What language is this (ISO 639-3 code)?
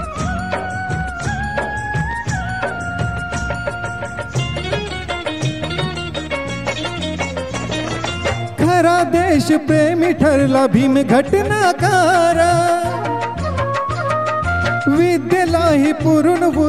mar